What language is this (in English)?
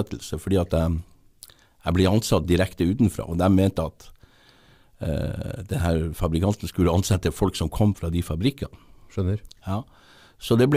Norwegian